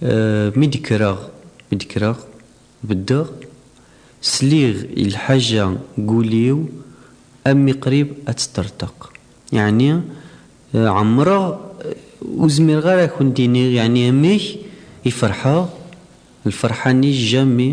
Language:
Kabyle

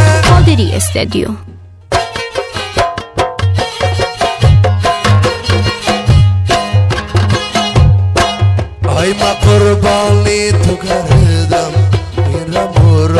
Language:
Persian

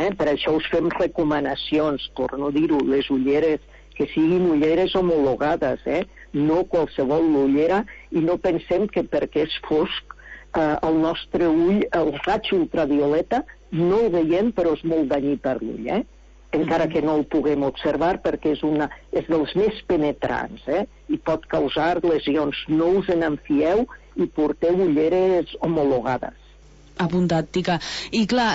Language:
Catalan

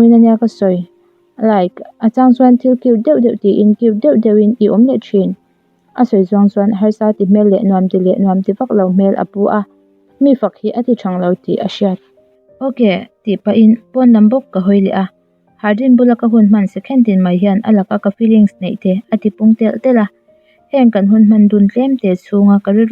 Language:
Mizo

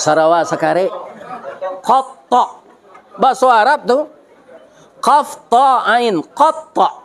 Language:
Minangkabau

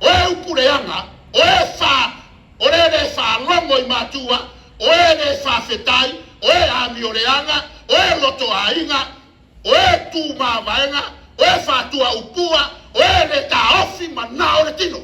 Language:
Samoan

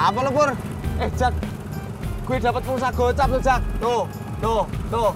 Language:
Betawi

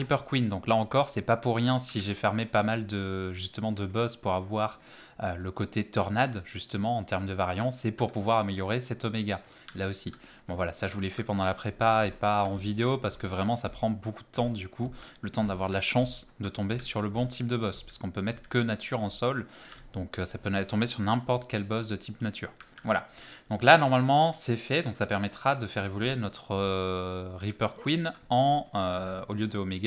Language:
French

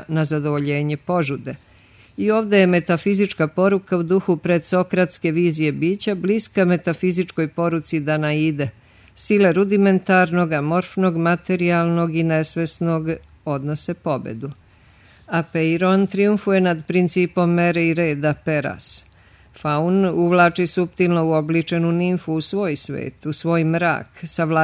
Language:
Serbian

